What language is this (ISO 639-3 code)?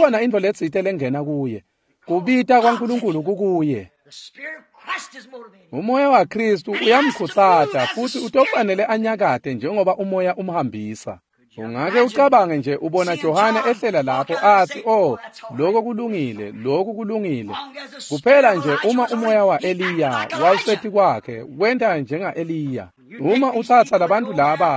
ssw